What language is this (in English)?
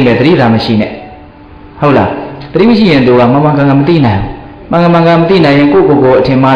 Burmese